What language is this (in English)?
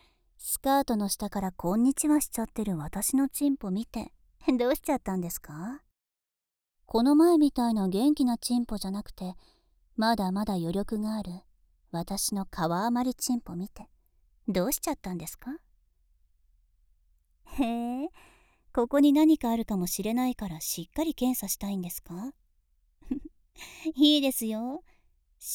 Japanese